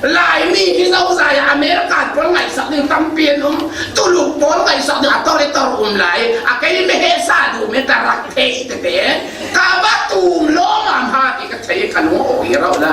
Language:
Falam Chin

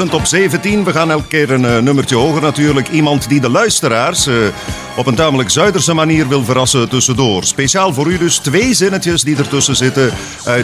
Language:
Dutch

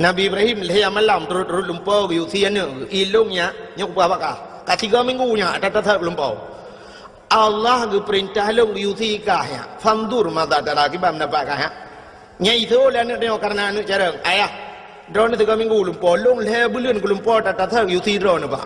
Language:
Achinese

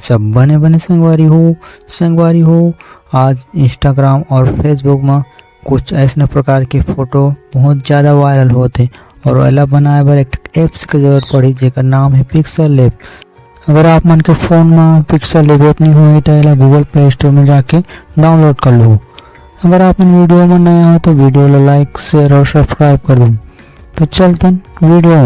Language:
Chhattisgarhi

